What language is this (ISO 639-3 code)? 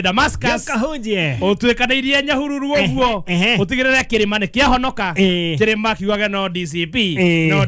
kik